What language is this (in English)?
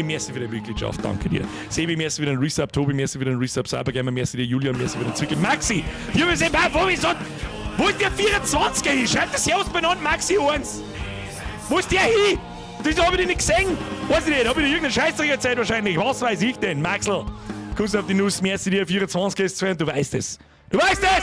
Bavarian